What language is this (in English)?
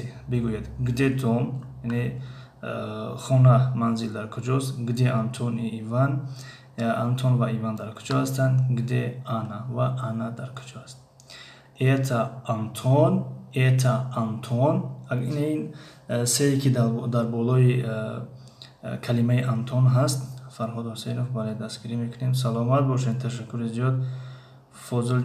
Tajik